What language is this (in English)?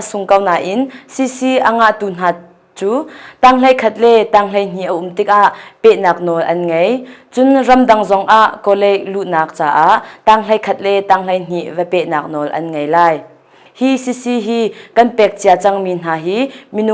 Hakha Chin